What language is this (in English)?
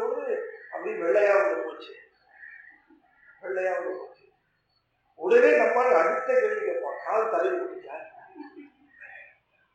Tamil